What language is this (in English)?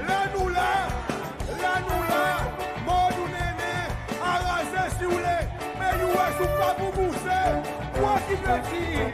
Seselwa Creole French